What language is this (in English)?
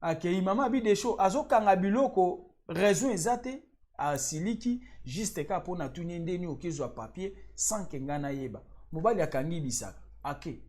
Lingala